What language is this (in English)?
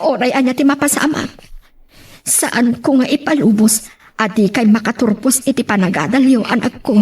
Iloko